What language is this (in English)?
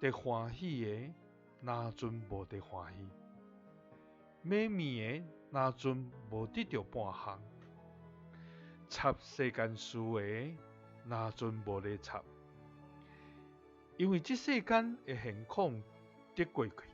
Min Nan Chinese